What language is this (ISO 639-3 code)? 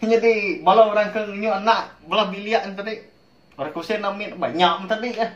iba